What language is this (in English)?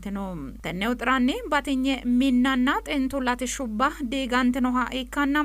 Sidamo